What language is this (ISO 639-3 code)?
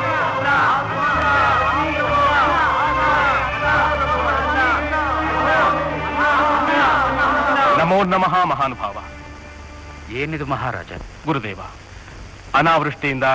kan